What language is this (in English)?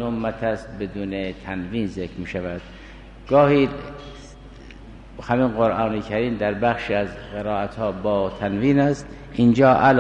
Persian